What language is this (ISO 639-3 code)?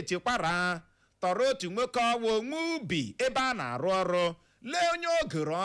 ibo